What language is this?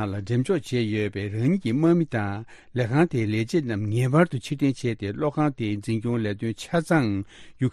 Tibetan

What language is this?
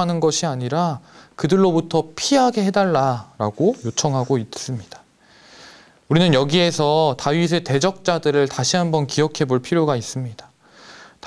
Korean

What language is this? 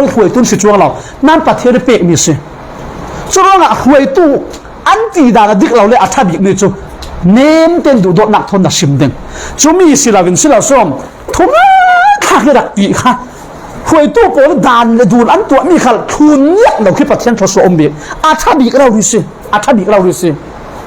Falam Chin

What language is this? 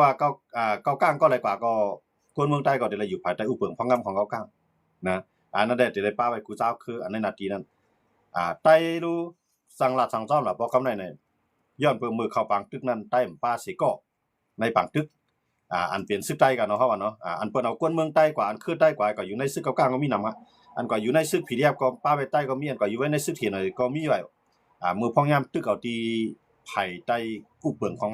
Shan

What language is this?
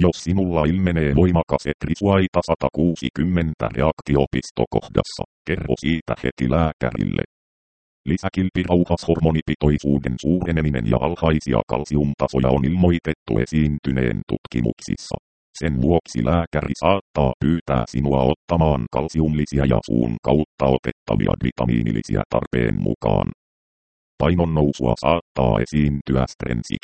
Finnish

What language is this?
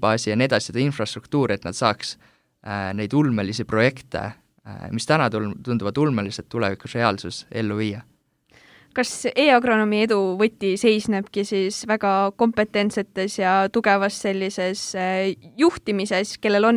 Estonian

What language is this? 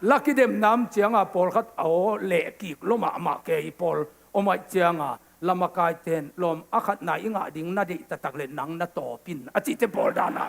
Tedim Chin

